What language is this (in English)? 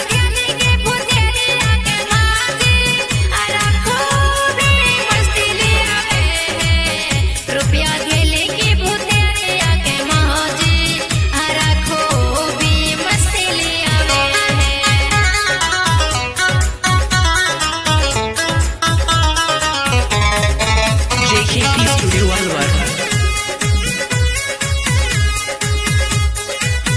Bhojpuri